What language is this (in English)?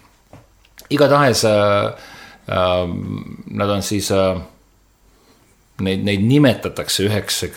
Estonian